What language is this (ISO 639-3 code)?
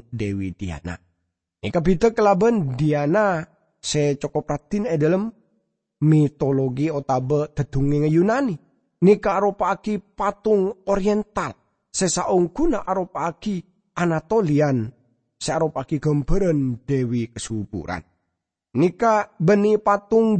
mad